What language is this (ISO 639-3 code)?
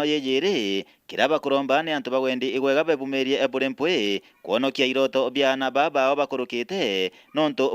mer